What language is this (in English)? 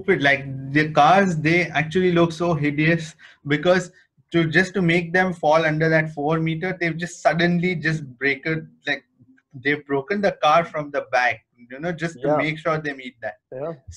English